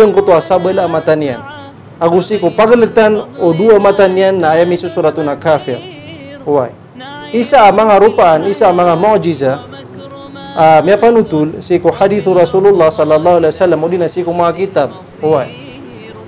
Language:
Maranao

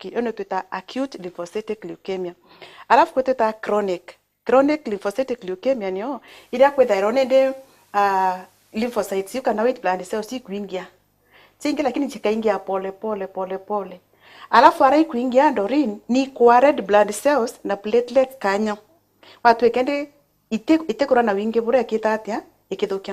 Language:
Meru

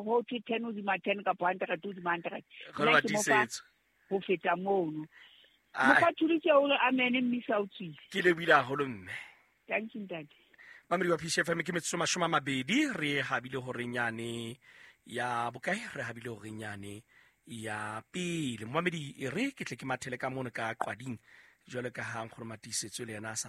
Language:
Southern Sotho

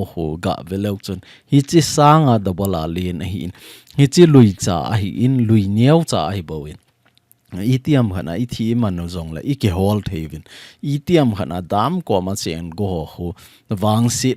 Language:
Thado Chin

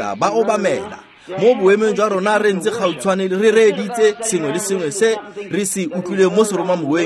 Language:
Tswana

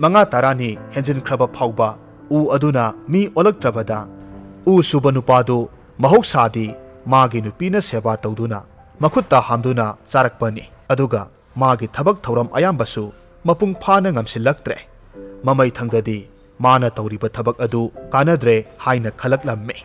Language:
Manipuri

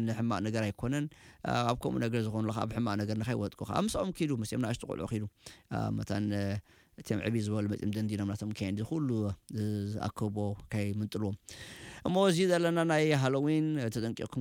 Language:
Tigrinya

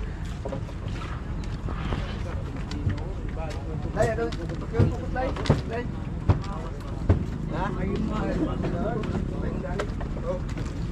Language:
Filipino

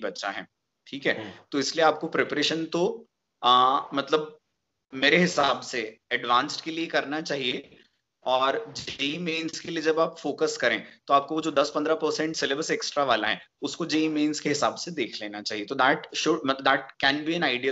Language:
Hindi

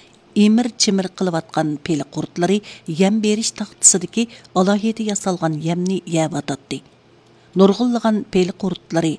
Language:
Uyghur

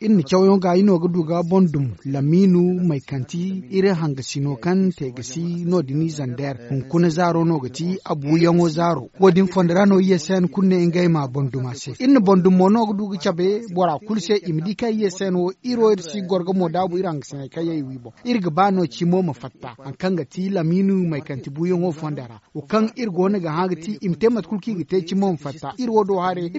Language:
Zarma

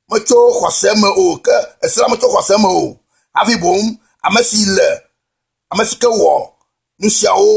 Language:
Ewe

